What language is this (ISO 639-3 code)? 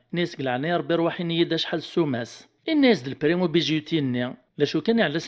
kab